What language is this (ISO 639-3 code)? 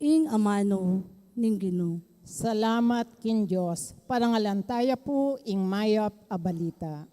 pam